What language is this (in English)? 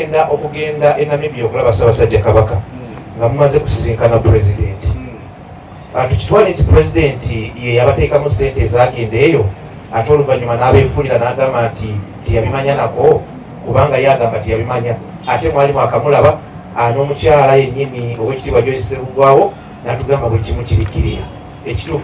Ganda